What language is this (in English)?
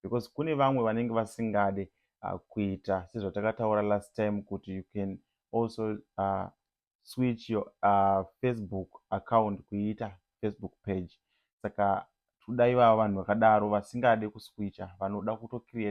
Shona